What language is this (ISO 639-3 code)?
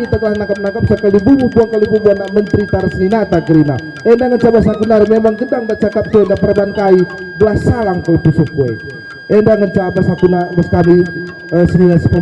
btx